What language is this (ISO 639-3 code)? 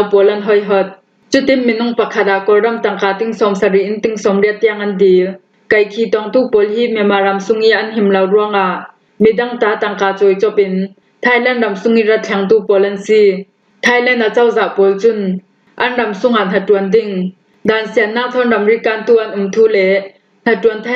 cfm